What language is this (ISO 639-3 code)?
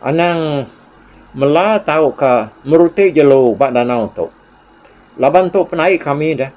iba